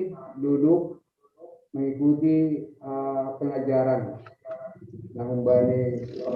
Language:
Batak Simalungun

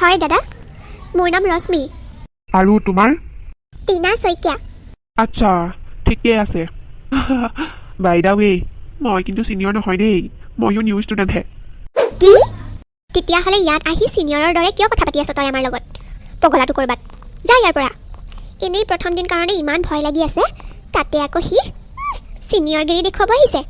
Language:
Assamese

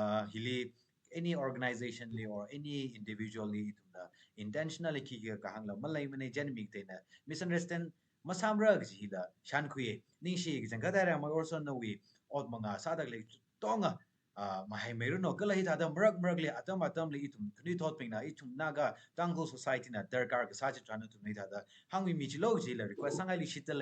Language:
Tangkhul Naga (India)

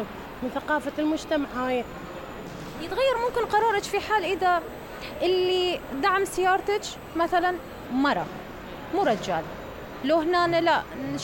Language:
Mesopotamian Arabic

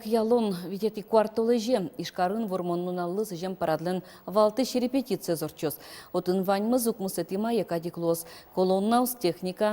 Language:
Udmurt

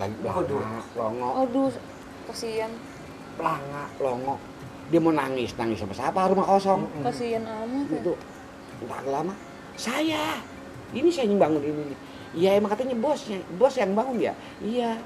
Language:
Betawi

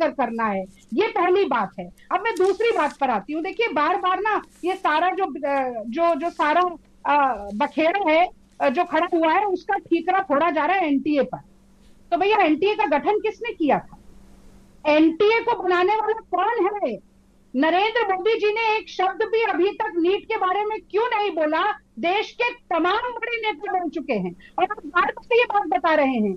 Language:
Hindi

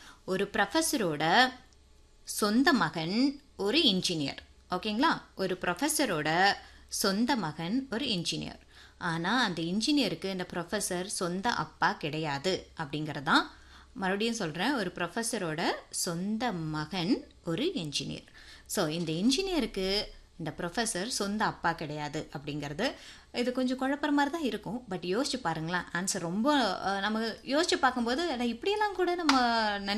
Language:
Tamil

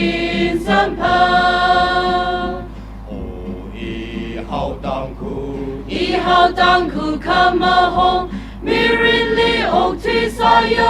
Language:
Tangkhul Naga (India)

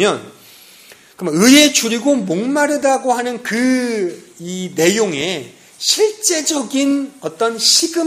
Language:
Korean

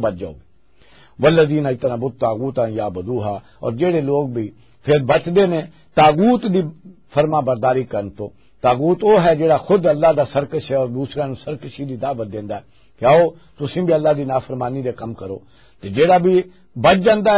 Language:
Western Panjabi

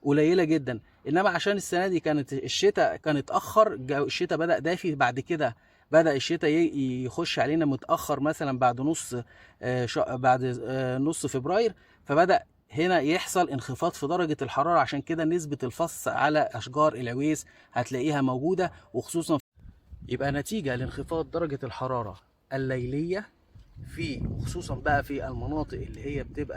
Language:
Egyptian Arabic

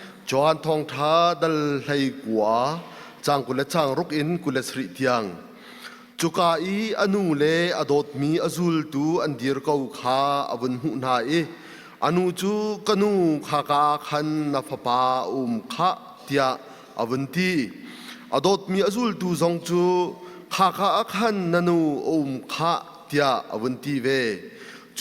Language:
Hakha Chin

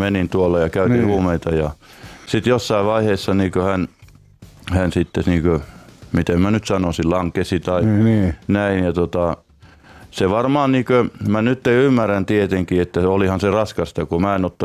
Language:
Finnish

